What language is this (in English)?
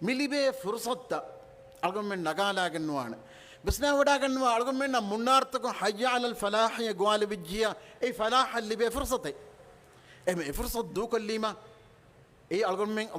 Divehi